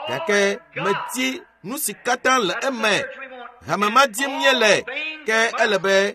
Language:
Ewe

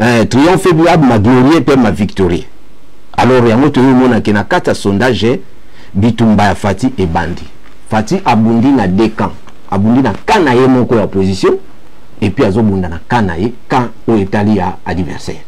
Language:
Lingala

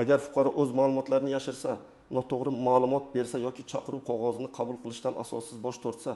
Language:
Uzbek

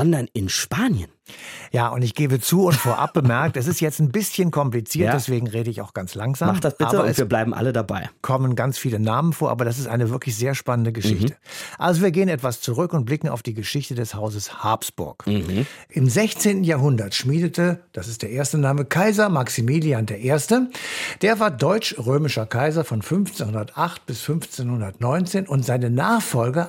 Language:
German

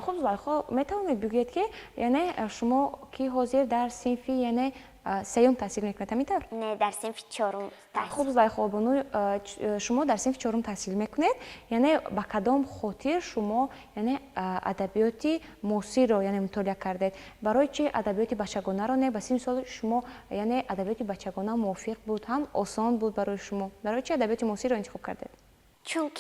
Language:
Tajik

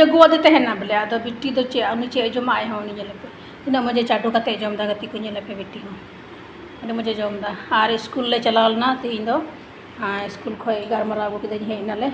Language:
Santali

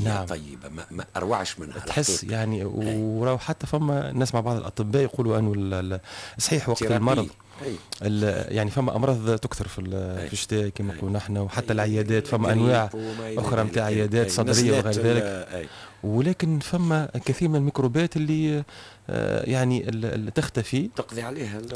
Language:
Tunisian Arabic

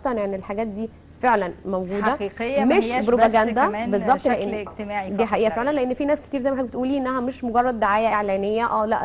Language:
Egyptian Arabic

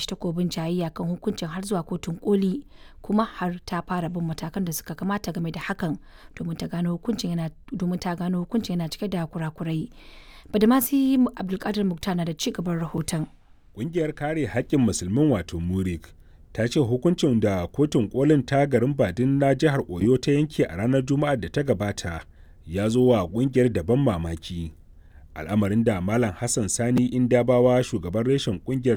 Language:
Hausa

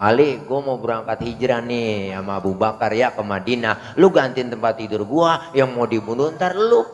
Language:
Betawi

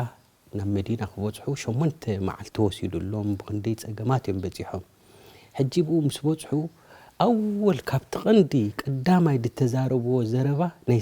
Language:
Tigrinya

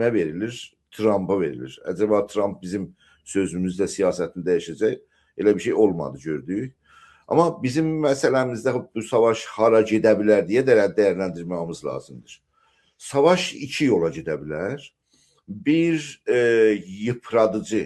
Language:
South Azerbaijani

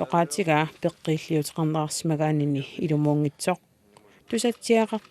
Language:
Kalaallisut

